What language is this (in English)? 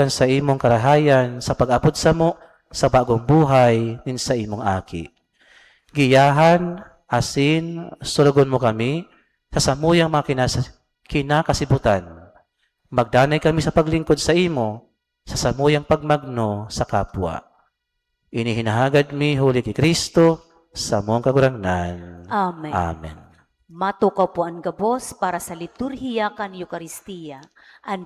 Bikol